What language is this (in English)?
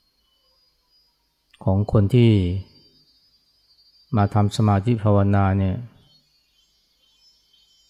Thai